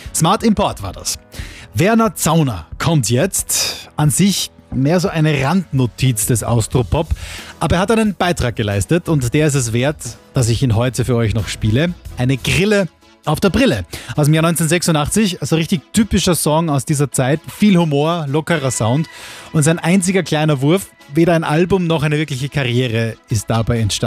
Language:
German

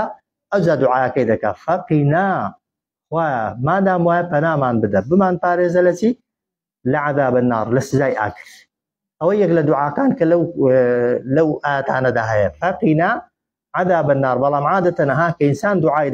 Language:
Central Kurdish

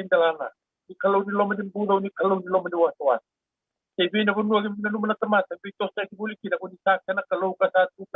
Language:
Fijian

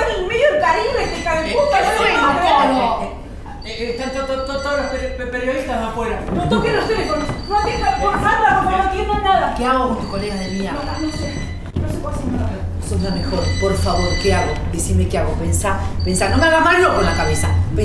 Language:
Spanish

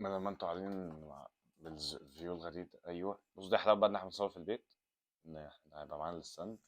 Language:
Egyptian Arabic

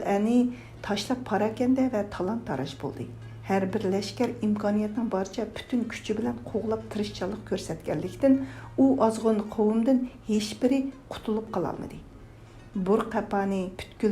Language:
Uyghur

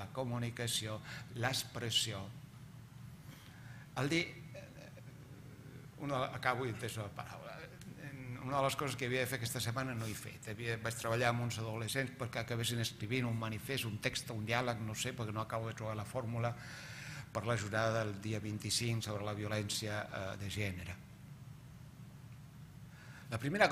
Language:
Catalan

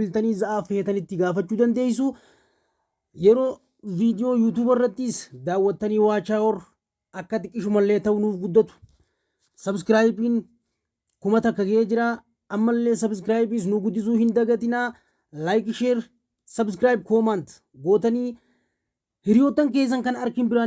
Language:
Oromo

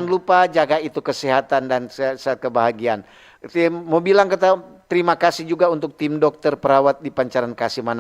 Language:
Manado Malay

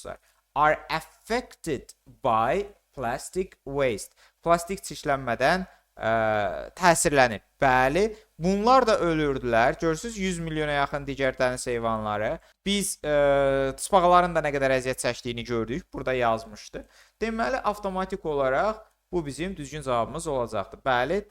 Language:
Azerbaijani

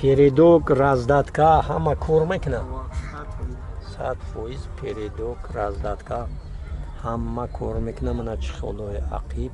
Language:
Tajik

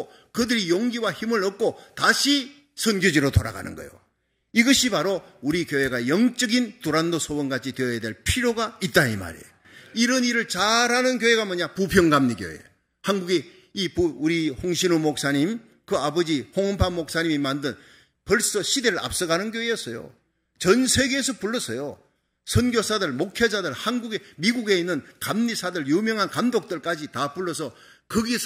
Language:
Korean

